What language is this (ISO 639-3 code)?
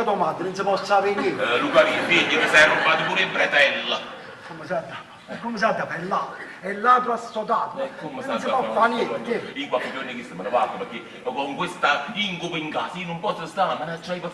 nap